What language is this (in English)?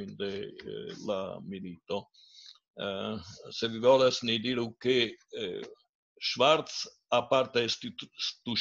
Esperanto